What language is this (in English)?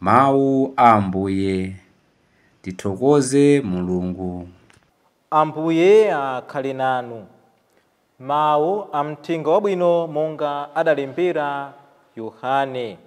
Nyanja